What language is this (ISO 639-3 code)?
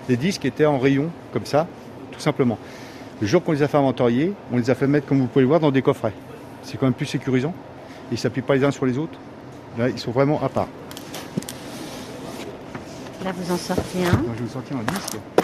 fra